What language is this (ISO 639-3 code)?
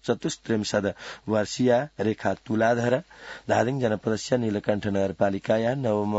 san